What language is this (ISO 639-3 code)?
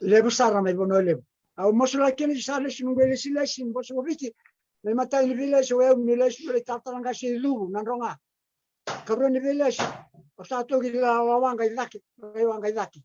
fij